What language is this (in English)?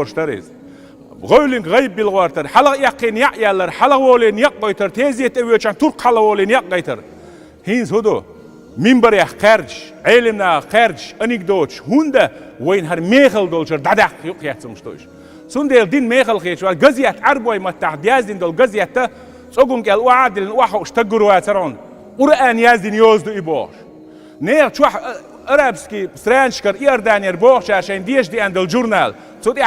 Chechen